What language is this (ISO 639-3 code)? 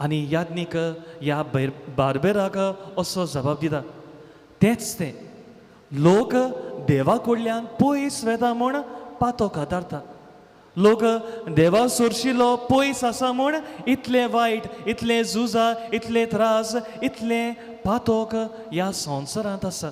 kok